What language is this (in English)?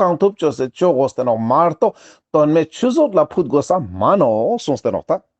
Ladakhi